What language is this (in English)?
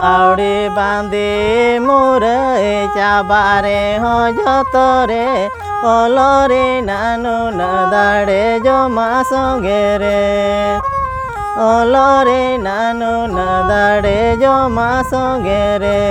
Santali